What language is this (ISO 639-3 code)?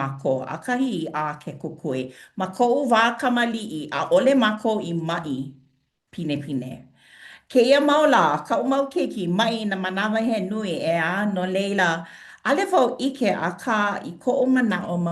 haw